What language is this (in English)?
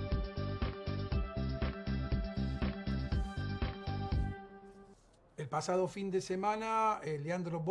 Spanish